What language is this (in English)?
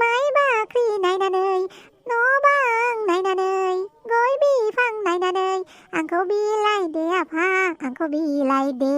Bodo